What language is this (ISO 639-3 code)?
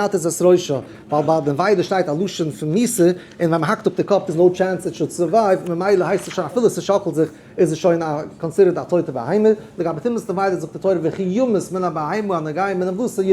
yid